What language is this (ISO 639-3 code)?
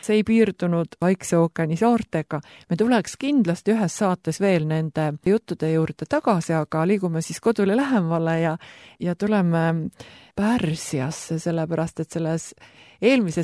est